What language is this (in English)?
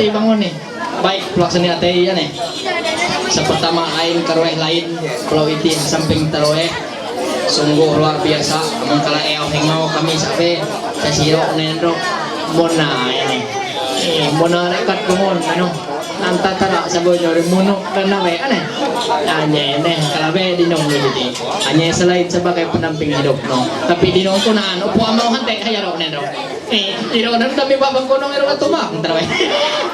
Ma'anyan